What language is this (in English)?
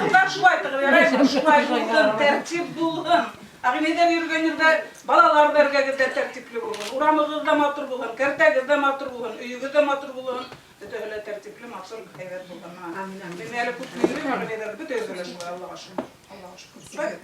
Bashkir